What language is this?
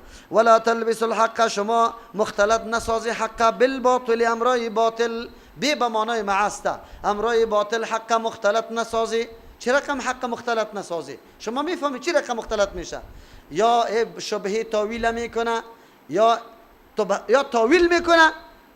Persian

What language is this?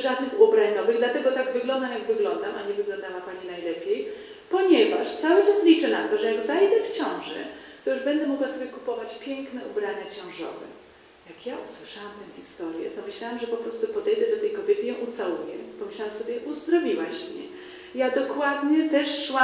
Polish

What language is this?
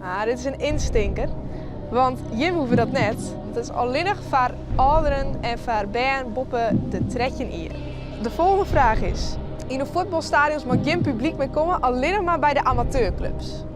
Western Frisian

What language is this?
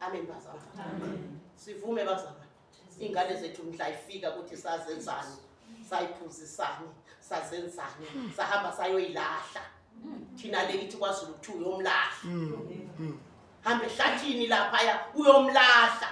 Zulu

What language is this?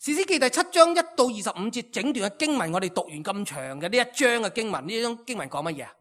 Cantonese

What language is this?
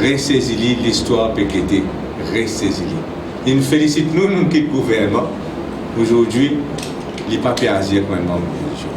Morisyen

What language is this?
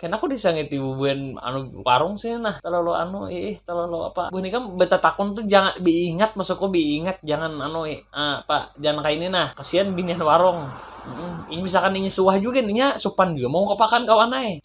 Banjar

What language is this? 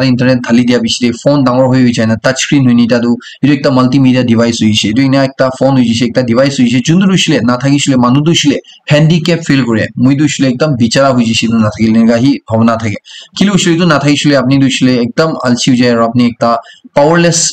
Naga Pidgin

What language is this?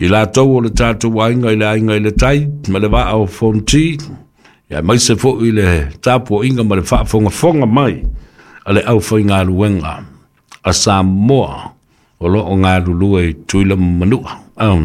Samoan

